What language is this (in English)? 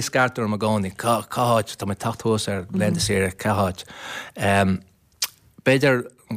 Irish